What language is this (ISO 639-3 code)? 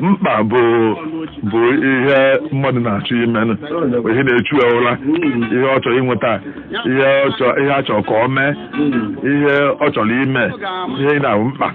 ibo